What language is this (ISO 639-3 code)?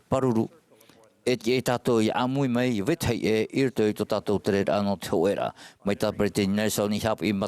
tah